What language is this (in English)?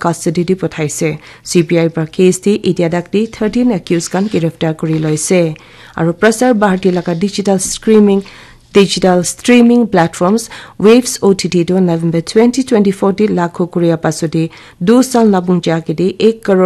Naga Pidgin